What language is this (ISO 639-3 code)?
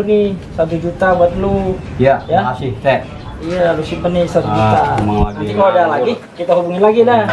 bew